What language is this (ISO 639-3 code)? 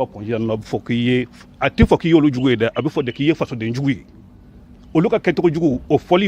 bam